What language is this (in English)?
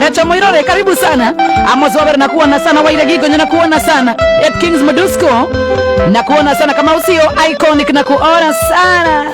Kikuyu